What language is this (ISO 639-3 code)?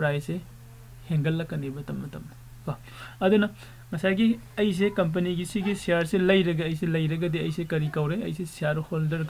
mni